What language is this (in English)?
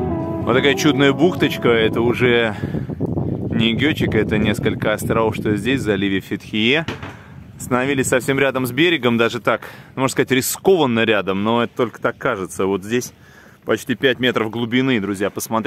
Russian